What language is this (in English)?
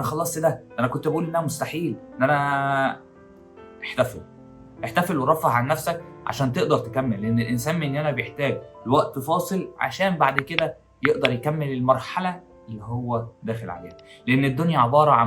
Egyptian Arabic